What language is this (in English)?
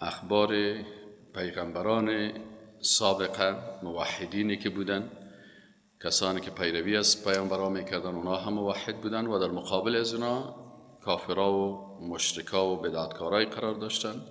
Persian